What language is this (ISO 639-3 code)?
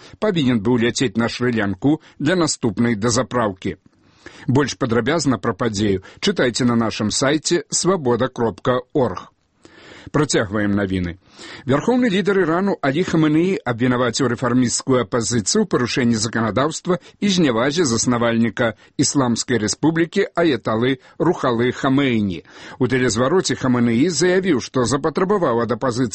bel